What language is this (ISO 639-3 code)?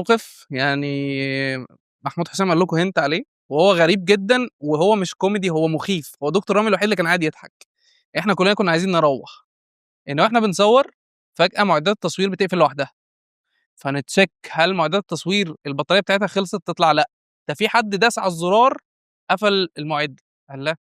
arz